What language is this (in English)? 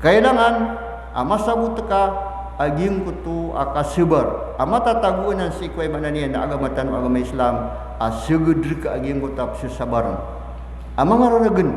Maranao